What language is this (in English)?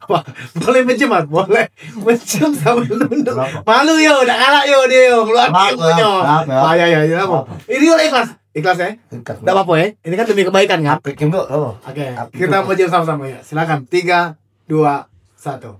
Musi